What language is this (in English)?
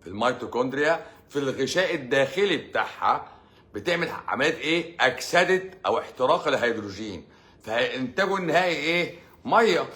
Egyptian Arabic